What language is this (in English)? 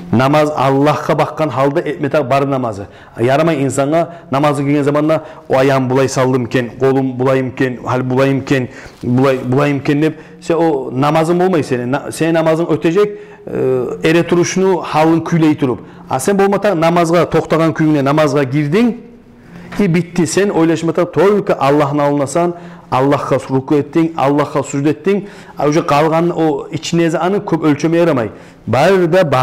Kumyk